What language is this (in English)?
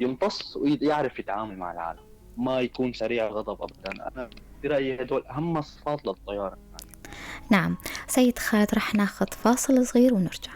North Levantine Arabic